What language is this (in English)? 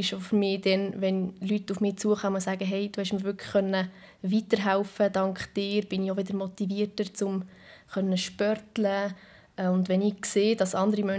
Swiss German